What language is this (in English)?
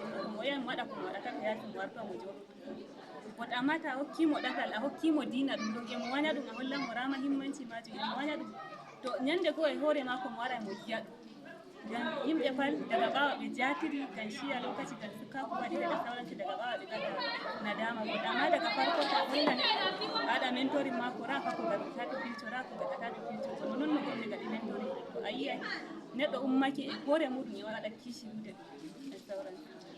Nigerian Fulfulde